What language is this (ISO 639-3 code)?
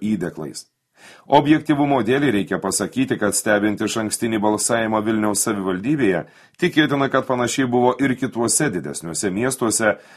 lit